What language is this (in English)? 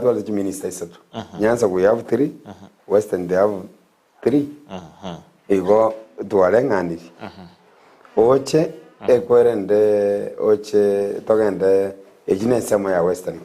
Gusii